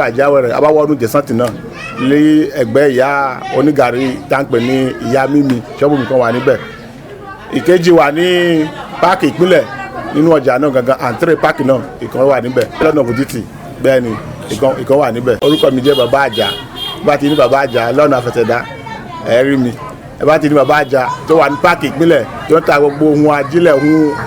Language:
Yoruba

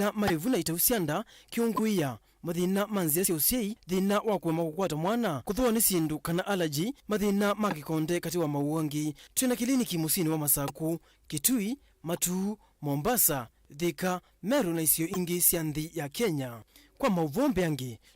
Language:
Kamba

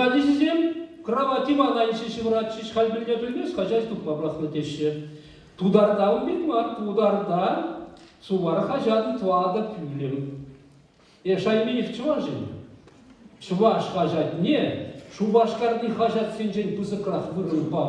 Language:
Chuvash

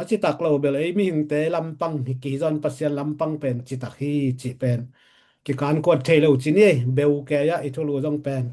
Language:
Tedim Chin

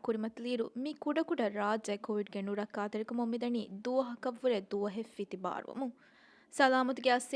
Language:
Divehi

